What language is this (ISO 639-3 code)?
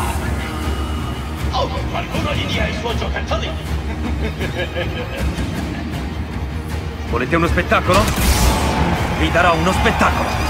ita